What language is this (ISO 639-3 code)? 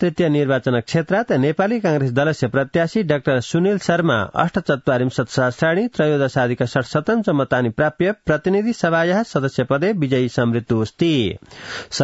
san